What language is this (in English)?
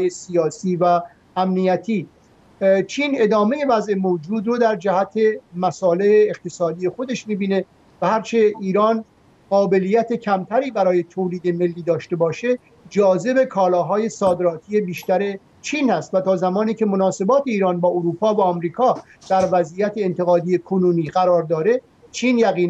Persian